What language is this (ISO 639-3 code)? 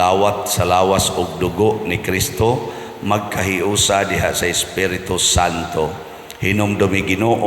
ceb